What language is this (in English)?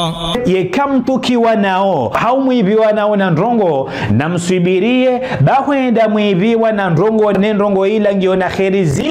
Ngazidja Comorian